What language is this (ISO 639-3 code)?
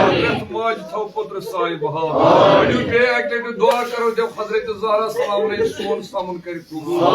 kas